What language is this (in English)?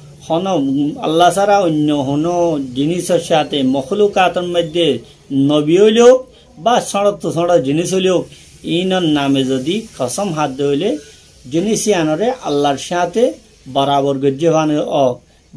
Rohingya